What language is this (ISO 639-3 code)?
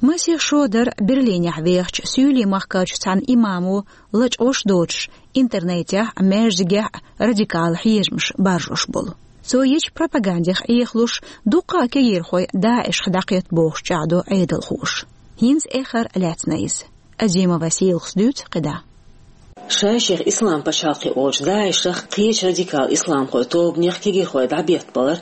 che